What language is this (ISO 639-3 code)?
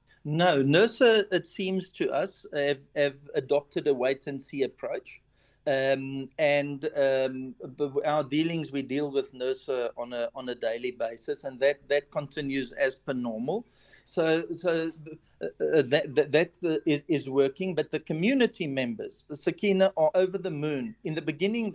eng